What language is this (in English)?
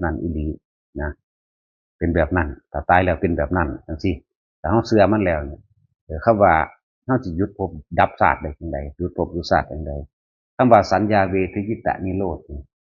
Northeastern Thai